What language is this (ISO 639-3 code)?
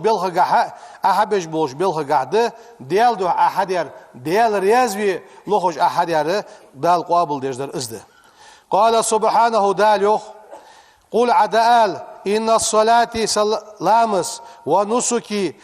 inh